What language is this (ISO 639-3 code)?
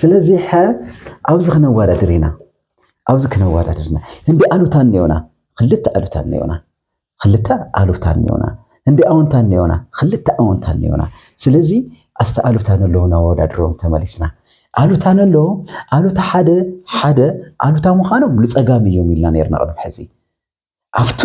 tir